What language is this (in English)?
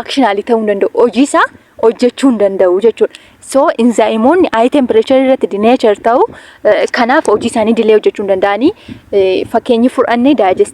Oromo